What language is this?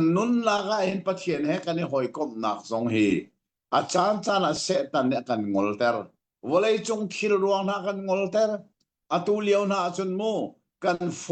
Hakha Chin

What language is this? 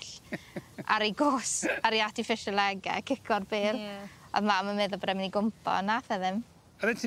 Welsh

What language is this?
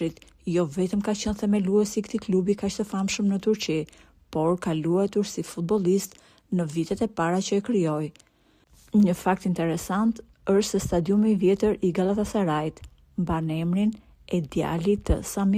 Albanian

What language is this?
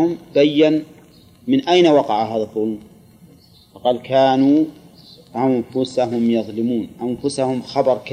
Arabic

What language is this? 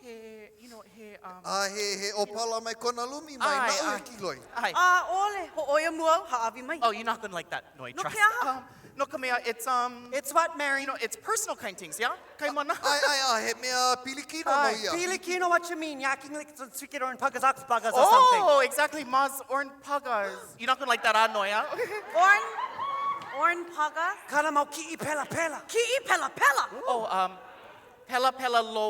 Hawaiian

